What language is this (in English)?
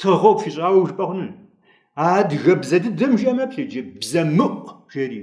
Kabardian